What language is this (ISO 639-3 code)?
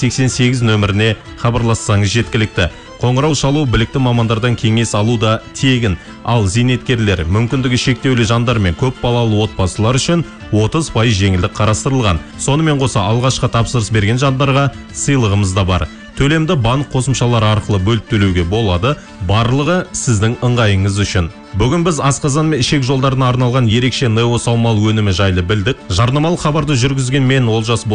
kaz